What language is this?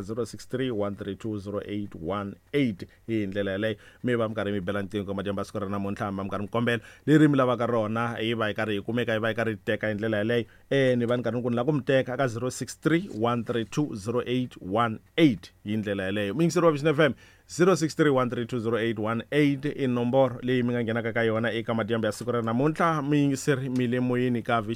Tsonga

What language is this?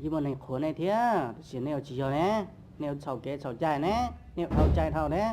Hmong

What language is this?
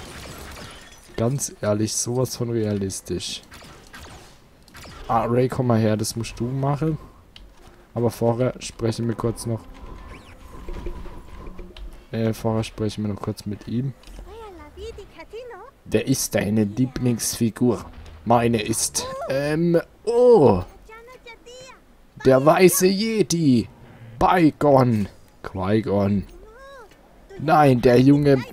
German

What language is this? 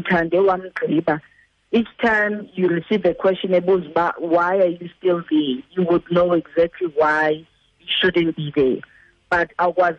Xhosa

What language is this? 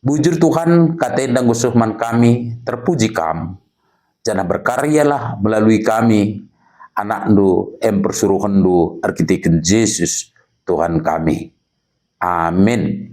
Batak Karo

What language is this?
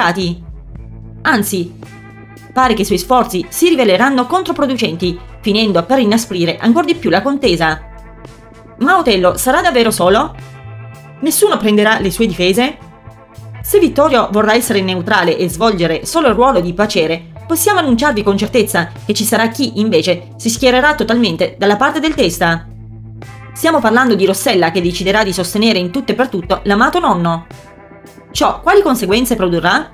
Italian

